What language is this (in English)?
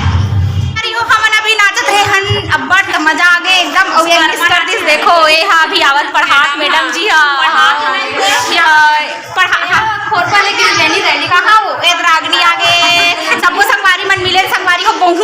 Chhattisgarhi